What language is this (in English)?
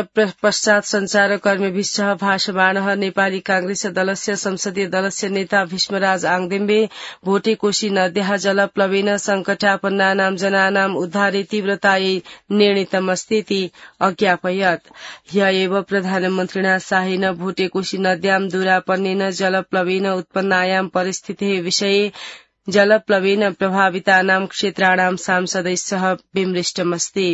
Sanskrit